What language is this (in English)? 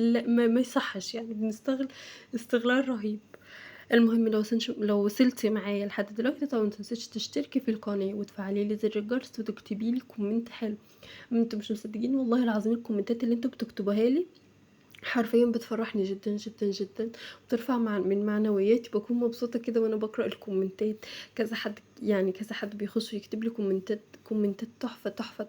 Egyptian Arabic